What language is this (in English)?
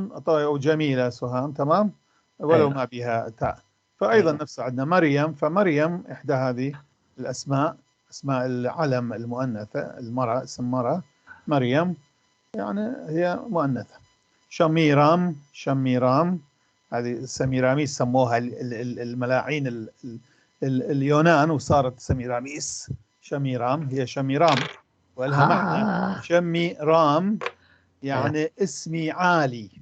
North Levantine Arabic